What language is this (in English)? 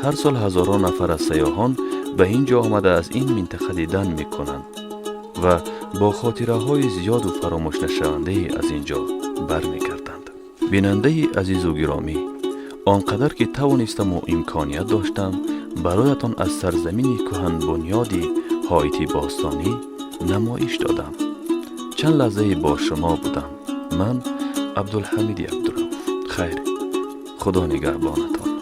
Tajik